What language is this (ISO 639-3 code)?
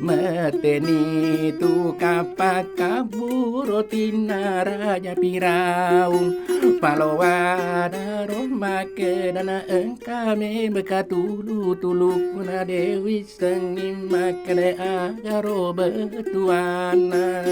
bug